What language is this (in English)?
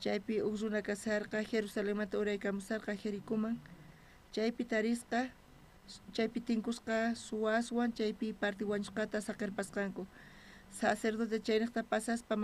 South Bolivian Quechua